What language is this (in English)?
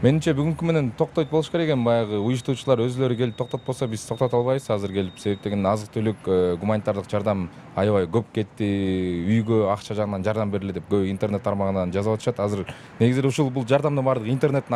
Kyrgyz